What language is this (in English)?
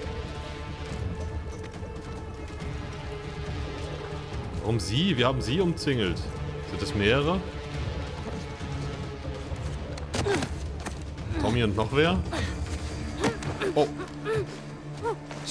German